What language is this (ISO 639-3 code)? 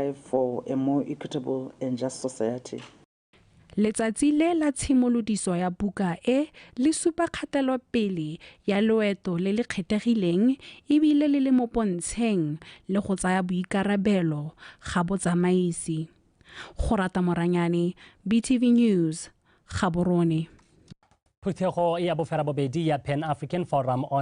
tsn